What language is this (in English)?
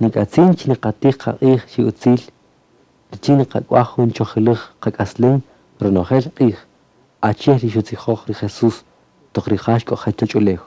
Kaqchikel